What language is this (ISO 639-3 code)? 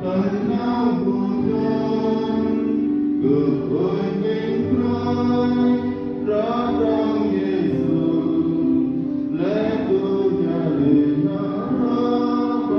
cmo